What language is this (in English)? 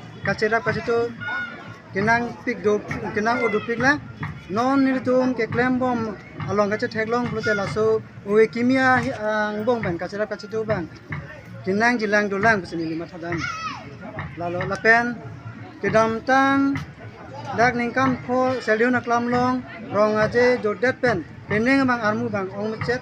Karbi